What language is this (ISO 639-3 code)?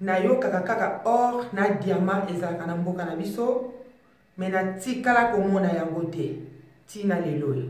lin